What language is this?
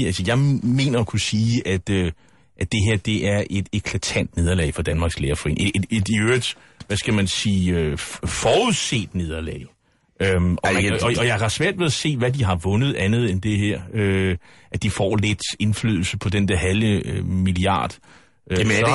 Danish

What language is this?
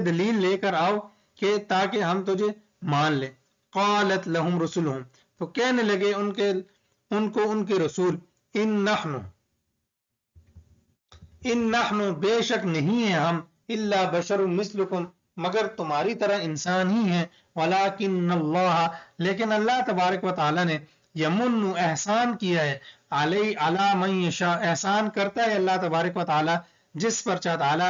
Urdu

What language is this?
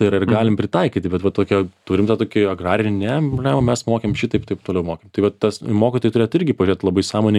Lithuanian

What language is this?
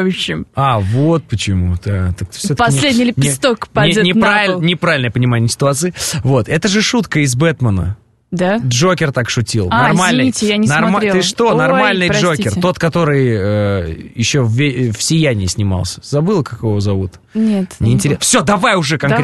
Russian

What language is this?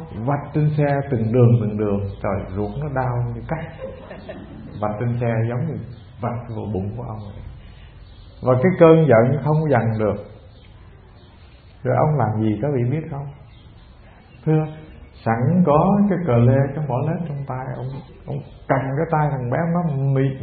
Vietnamese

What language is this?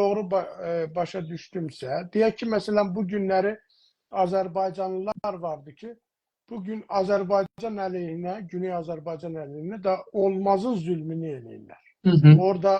South Azerbaijani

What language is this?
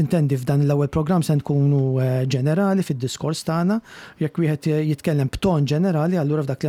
Maltese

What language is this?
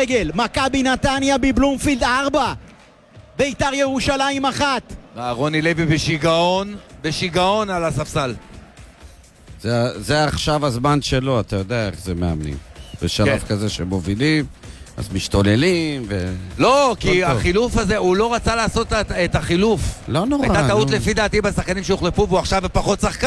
Hebrew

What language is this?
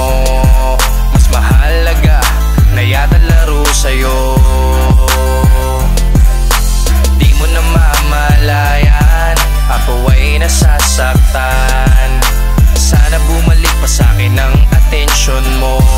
Filipino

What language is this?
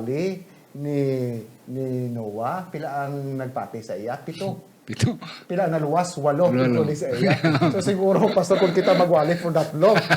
Hiligaynon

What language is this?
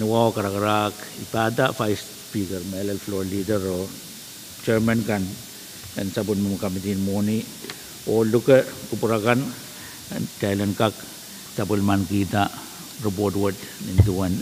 Pohnpeian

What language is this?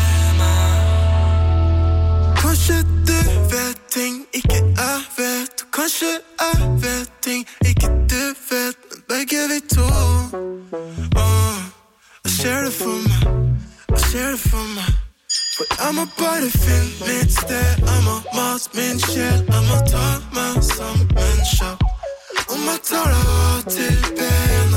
Norwegian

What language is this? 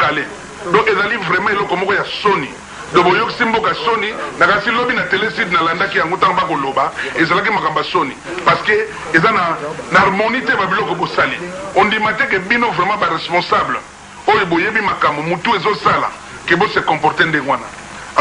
Lingala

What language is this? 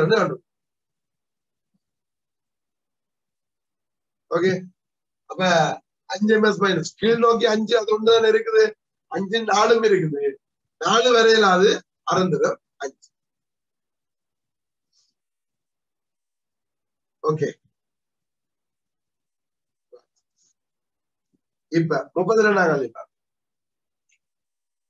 Tamil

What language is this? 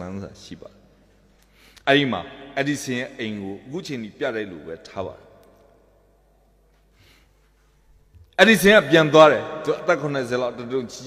Burmese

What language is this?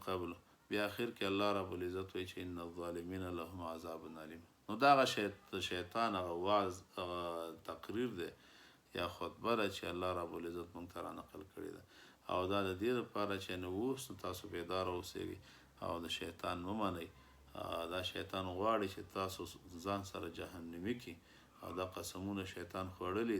Pashto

